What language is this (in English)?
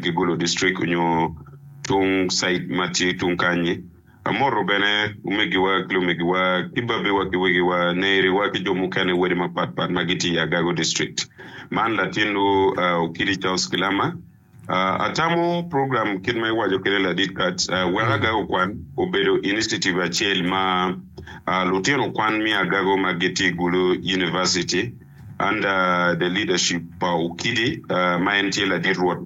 Acoli